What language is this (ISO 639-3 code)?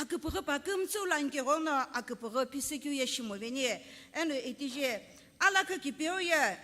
nsm